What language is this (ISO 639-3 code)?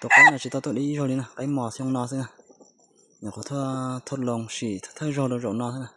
hmn